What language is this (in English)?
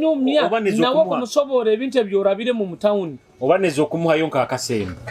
Nyoro